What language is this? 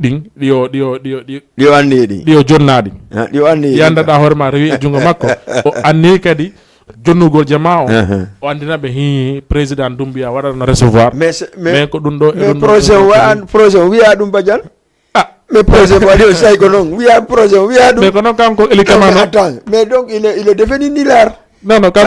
Fula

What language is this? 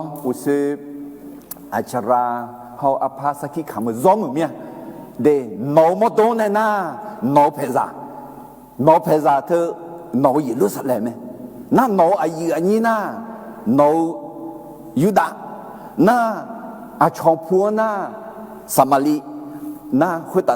Akha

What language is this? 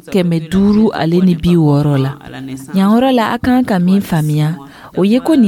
Dyula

